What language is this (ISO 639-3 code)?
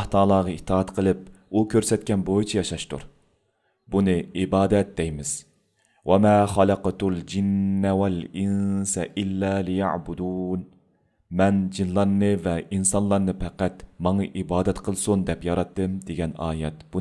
uig